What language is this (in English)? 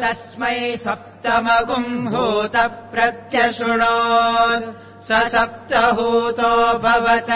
Sanskrit